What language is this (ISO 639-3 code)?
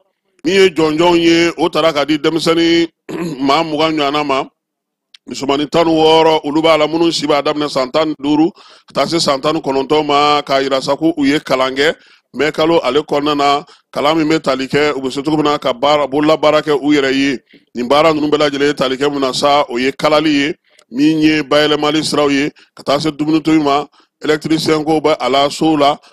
bam